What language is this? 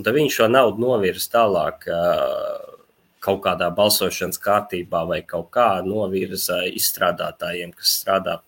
Latvian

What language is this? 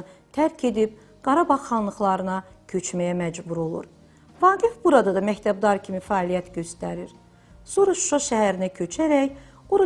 Azerbaijani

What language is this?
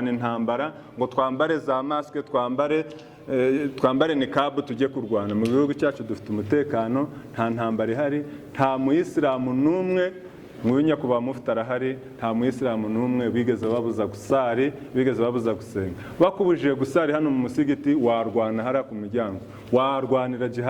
Kinyarwanda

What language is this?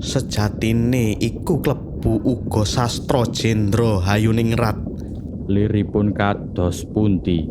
Javanese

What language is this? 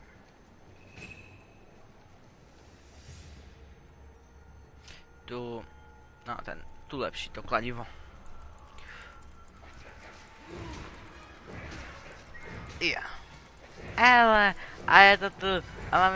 Czech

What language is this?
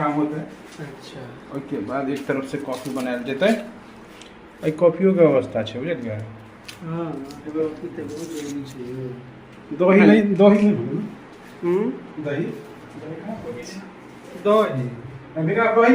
Maithili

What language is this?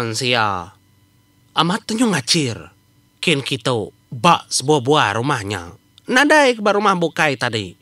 Iban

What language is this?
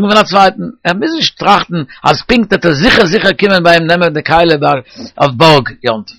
Yiddish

